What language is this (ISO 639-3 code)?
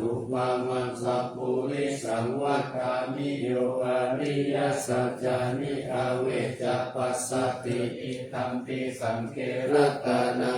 pli